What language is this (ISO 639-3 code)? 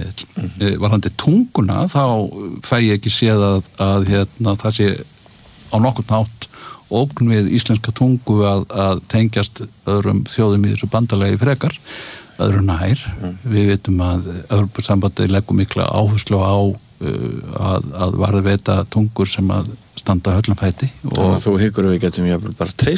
isl